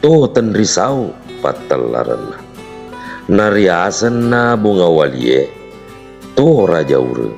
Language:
Buginese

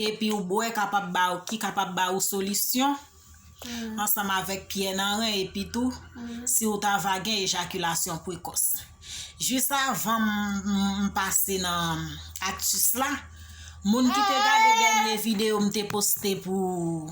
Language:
Haitian Creole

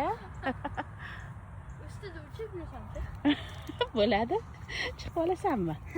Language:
Uzbek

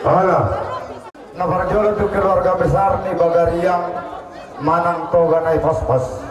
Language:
Batak Toba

